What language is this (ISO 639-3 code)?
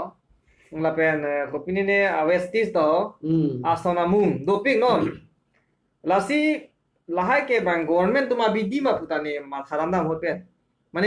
mjw